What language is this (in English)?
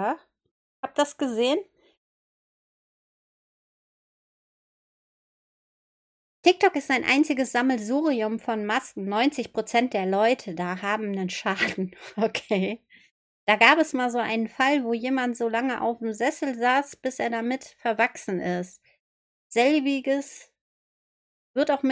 German